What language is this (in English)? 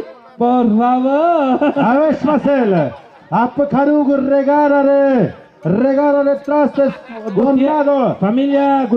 Tlahuitoltepec Mixe